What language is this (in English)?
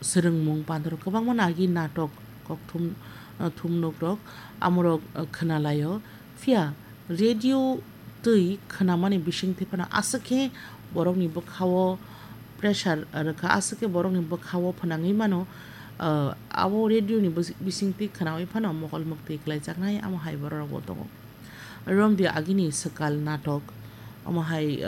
Kok Borok